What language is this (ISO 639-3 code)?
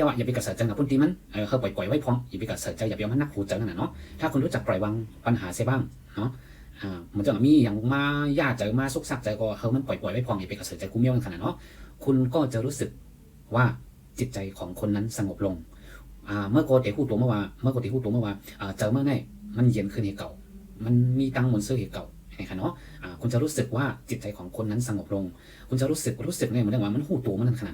shn